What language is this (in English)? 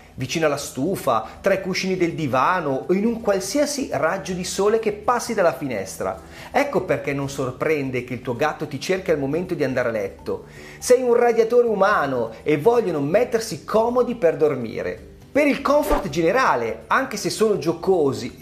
Italian